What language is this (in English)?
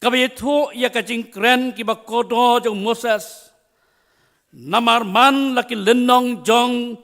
Khasi